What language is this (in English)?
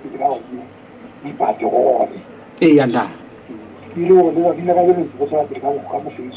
Southern Sotho